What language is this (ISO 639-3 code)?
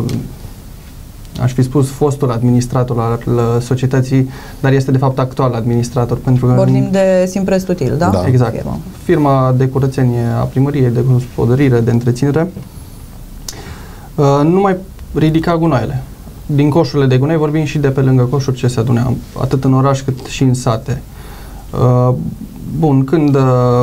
ron